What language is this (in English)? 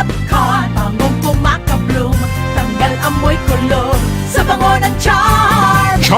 Bikol